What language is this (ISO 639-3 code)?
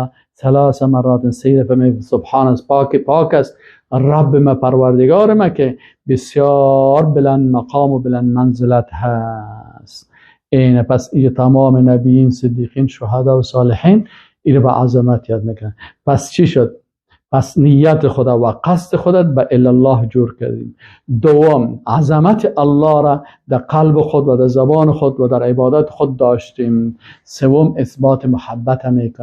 fas